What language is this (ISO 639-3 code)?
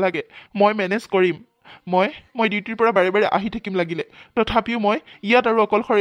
asm